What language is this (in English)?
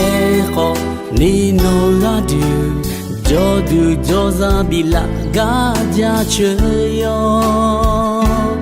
Akha